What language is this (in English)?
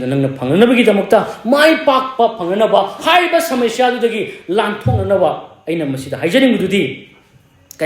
Manipuri